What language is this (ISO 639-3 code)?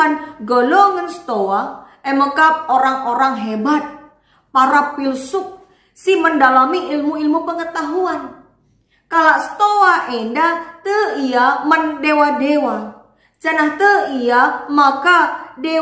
btx